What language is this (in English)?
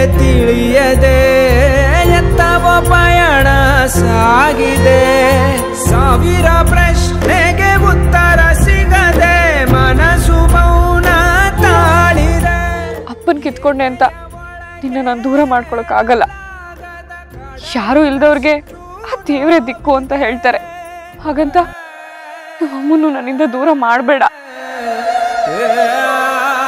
Kannada